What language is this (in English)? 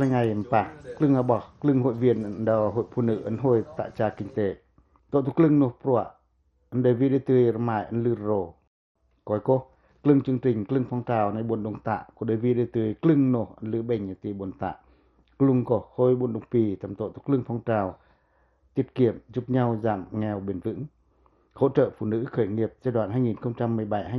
Pacoh